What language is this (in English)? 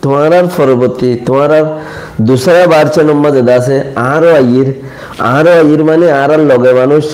Rohingya